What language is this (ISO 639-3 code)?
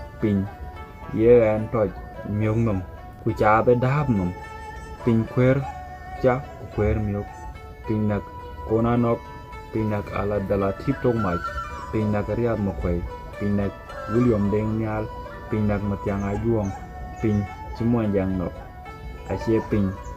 din